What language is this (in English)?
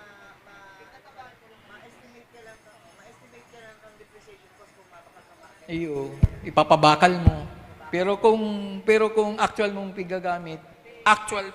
Bikol